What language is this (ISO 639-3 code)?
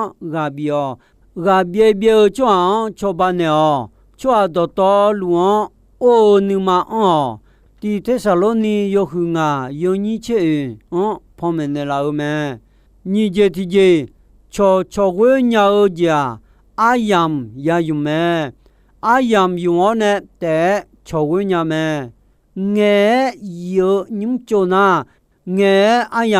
ahk